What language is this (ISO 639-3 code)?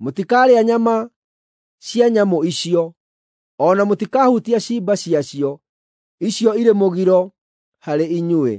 kik